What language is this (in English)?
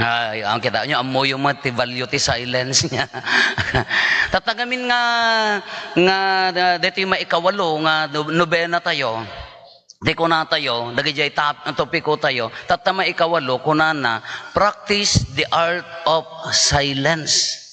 Iloko